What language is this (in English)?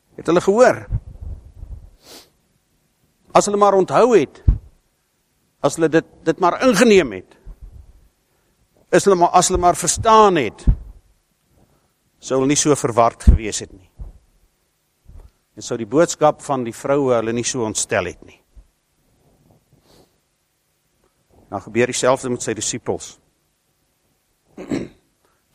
Afrikaans